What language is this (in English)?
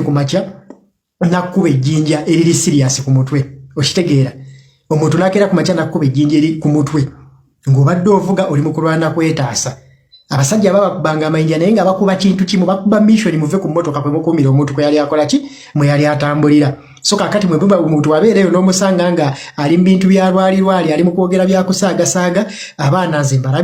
Ganda